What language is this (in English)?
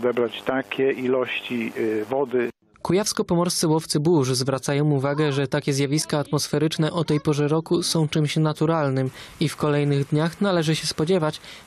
Polish